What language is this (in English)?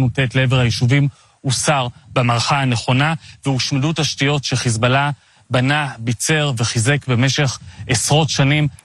Hebrew